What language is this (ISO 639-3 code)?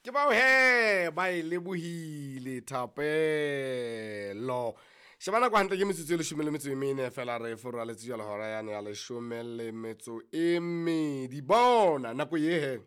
sot